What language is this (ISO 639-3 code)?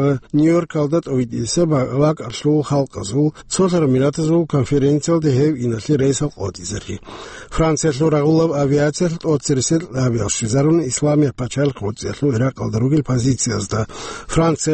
ava